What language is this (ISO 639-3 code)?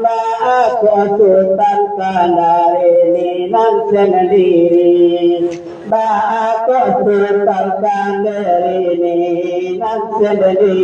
min